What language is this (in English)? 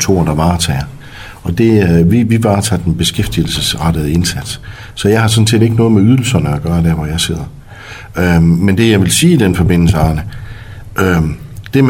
Danish